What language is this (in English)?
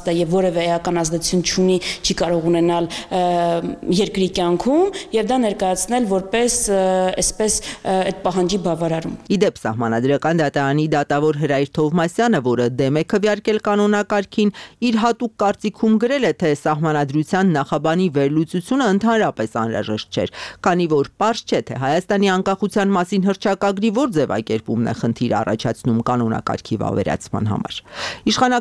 Armenian